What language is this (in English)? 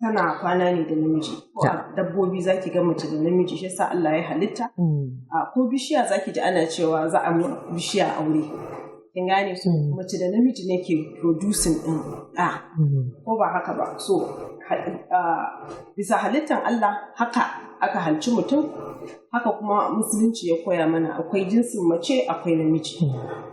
Hausa